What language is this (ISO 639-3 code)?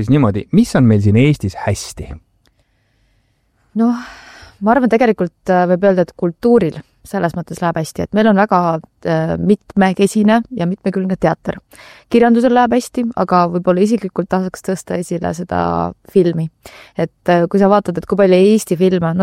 est